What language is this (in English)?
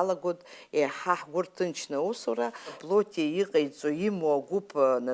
Abkhazian